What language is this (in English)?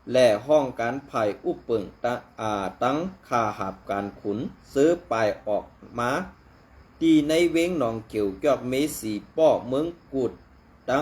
Shan